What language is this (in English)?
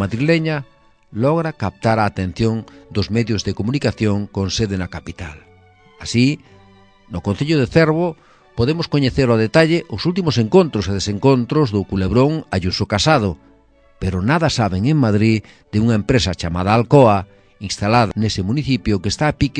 Galician